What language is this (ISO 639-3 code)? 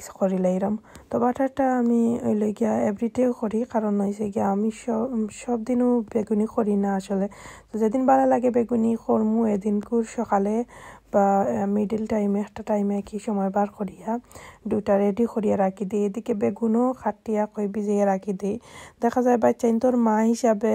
syl